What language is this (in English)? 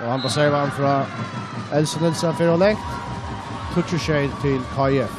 Faroese